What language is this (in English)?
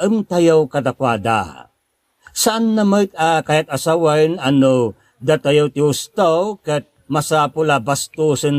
Iloko